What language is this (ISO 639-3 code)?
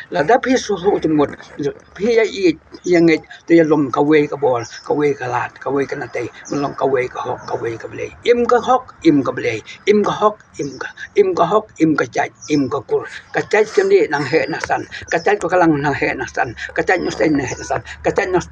kha